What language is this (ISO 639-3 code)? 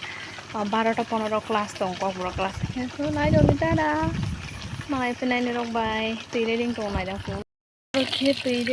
trp